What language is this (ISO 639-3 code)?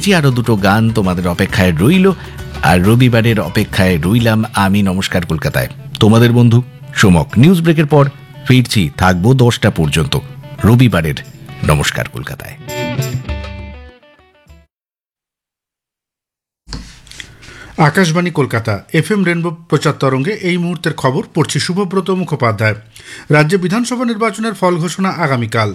ben